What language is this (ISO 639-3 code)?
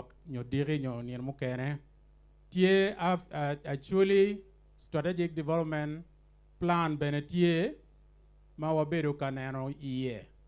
ach